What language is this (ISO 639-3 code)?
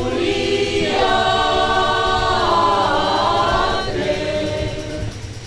bbc